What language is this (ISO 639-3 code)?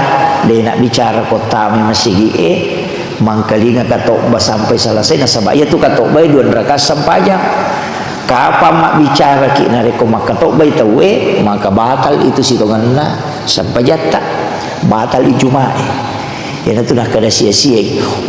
bug